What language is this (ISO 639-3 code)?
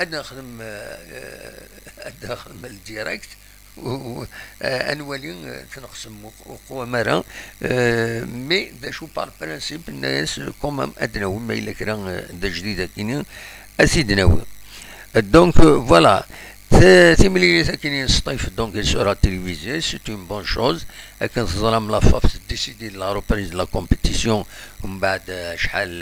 kab